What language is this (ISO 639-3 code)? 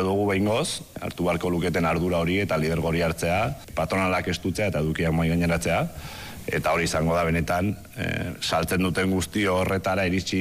eus